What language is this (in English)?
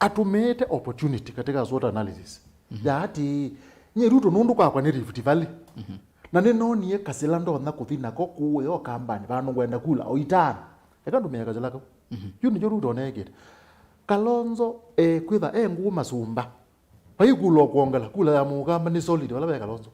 Kamba